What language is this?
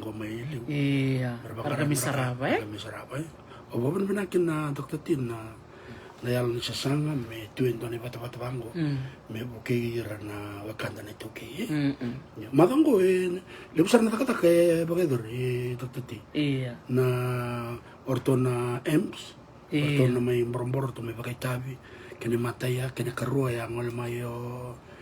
Fijian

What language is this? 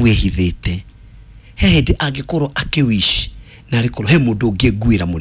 Kikuyu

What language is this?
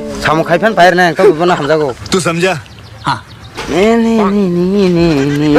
Kok Borok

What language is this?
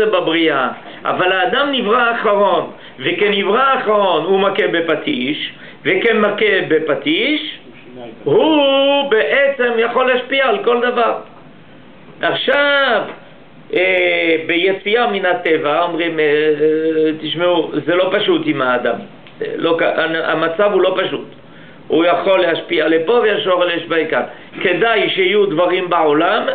Hebrew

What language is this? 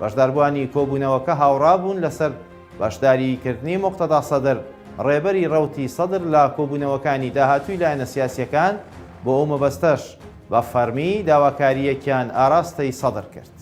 Central Kurdish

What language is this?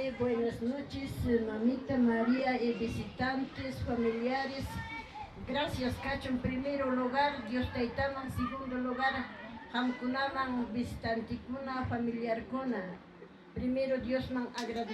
Ayacucho Quechua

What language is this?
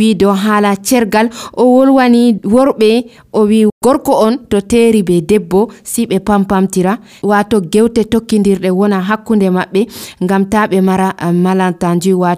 Nigerian Fulfulde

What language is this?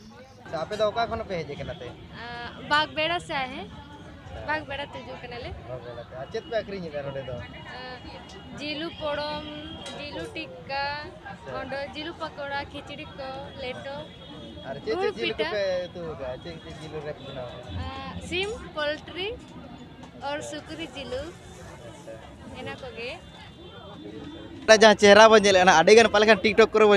Santali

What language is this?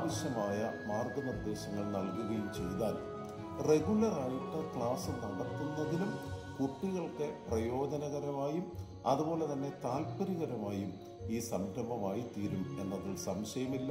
Malayalam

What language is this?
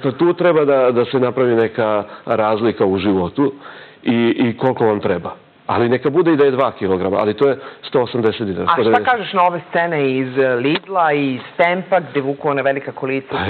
Serbian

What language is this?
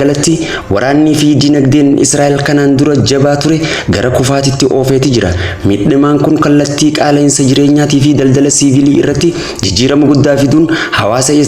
Oromo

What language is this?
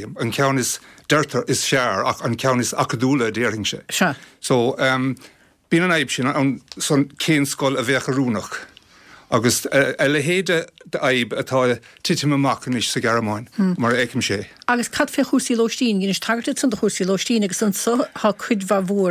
Irish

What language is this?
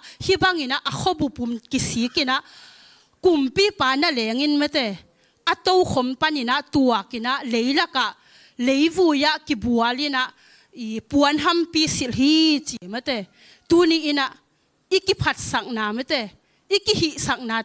Tedim Chin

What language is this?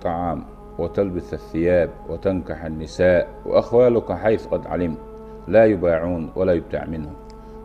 Chechen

